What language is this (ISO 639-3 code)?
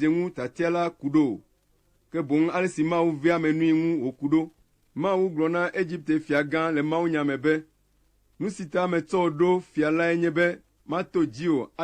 ewe